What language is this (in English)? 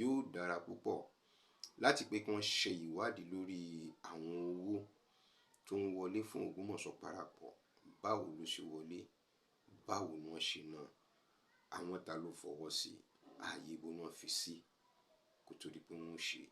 Yoruba